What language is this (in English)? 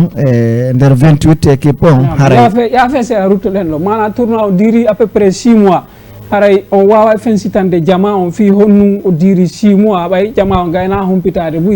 Fula